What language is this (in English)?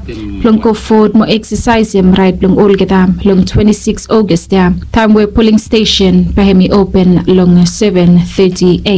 Bislama